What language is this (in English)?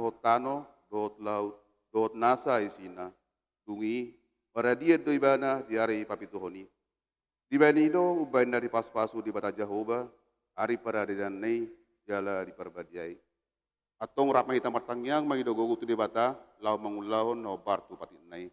Batak Toba